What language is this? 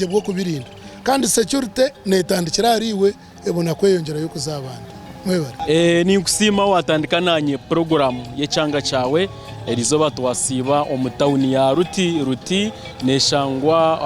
Nyankole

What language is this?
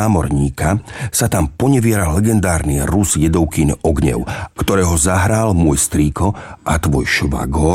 Slovak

